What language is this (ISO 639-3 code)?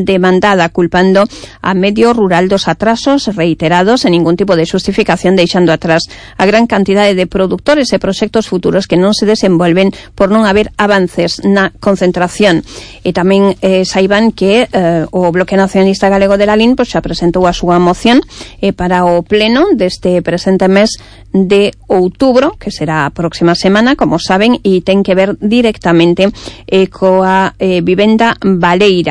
glg